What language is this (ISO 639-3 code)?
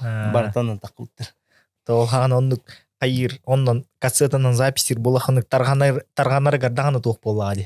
sah